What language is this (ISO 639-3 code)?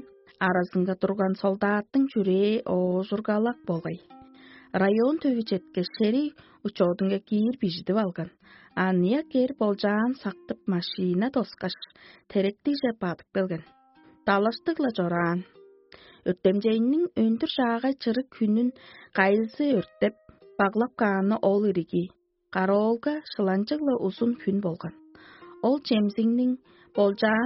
tyv